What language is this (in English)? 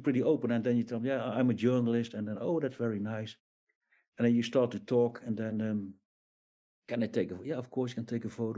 English